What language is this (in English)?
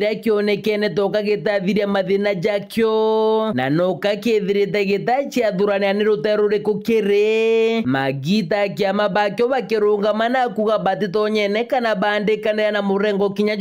Meru